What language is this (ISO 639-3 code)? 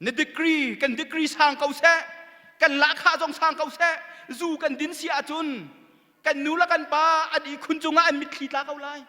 cnh